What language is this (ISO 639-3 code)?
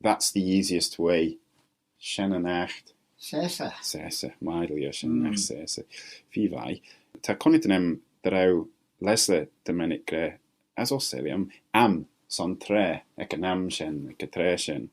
glv